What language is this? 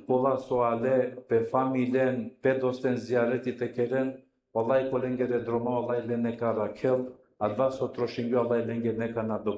Balkan Romani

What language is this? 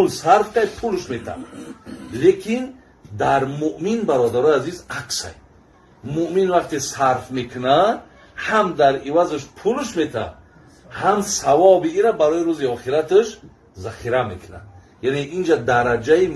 Tajik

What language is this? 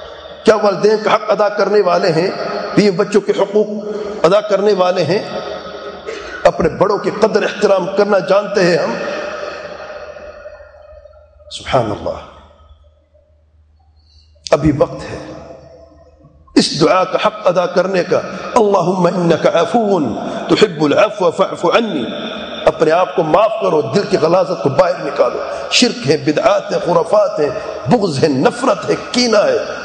Urdu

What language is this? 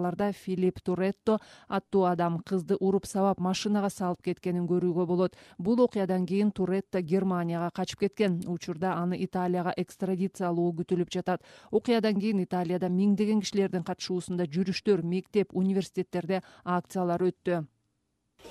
Kyrgyz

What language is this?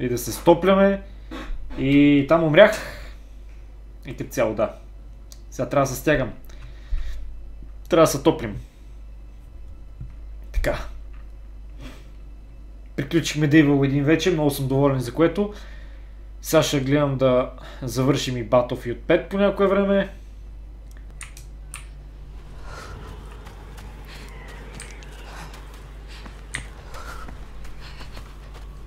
Bulgarian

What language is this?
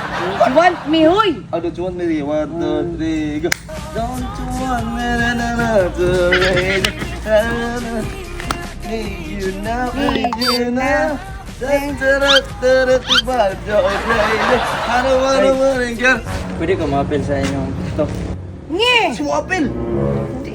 Cebuano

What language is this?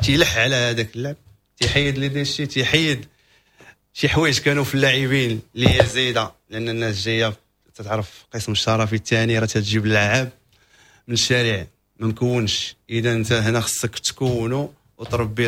Moroccan Arabic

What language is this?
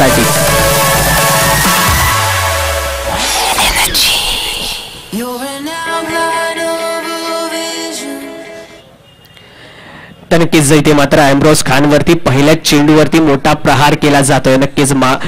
Marathi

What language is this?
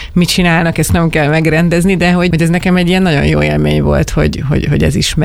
Hungarian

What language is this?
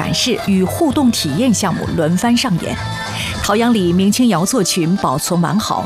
Chinese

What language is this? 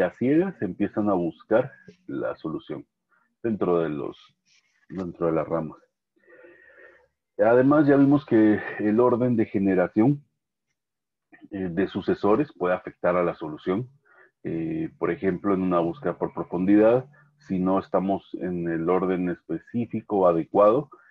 Spanish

